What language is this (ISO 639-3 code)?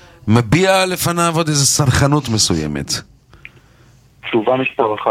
heb